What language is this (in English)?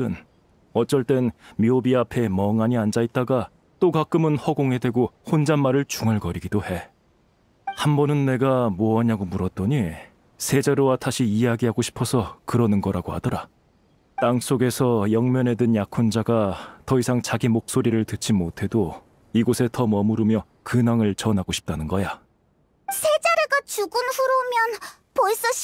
Korean